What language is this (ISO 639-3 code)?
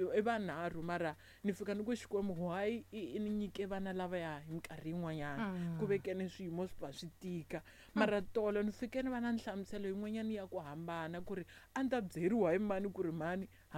tso